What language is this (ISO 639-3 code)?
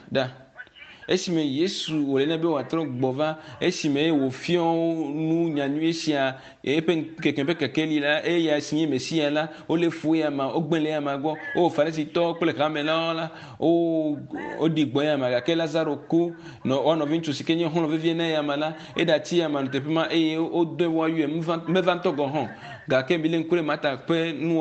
ewe